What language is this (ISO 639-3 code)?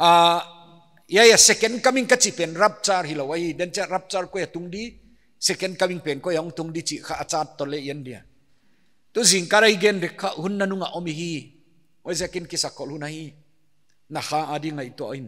pck